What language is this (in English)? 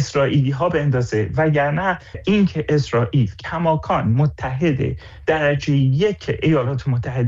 Persian